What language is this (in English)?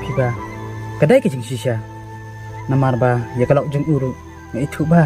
Khasi